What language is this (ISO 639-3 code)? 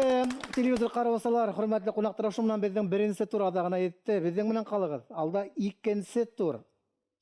bak